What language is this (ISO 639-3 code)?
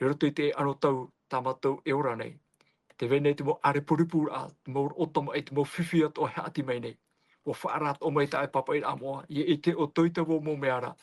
tah